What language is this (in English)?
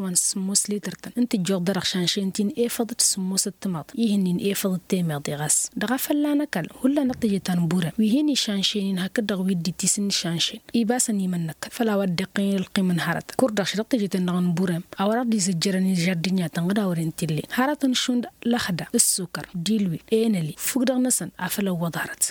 Tamasheq